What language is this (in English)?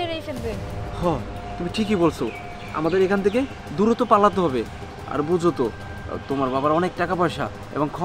Bangla